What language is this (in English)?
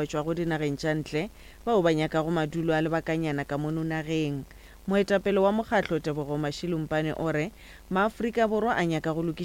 Northern Sotho